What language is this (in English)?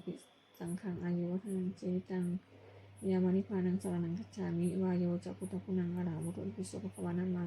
Pali